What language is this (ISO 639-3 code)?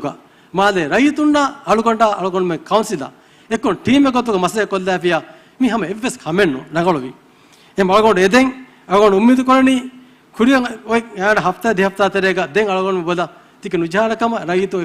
div